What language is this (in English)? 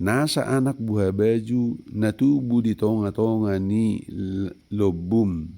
Batak Toba